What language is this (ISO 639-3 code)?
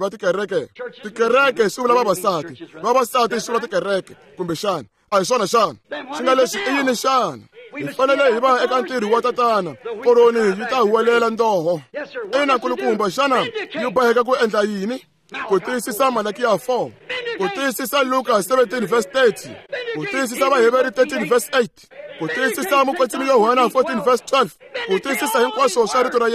tso